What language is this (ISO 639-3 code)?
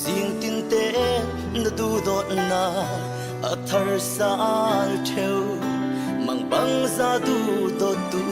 cfm